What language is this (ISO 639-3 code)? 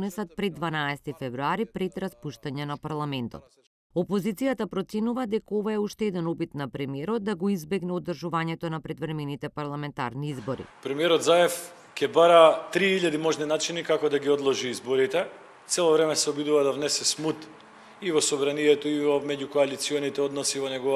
mkd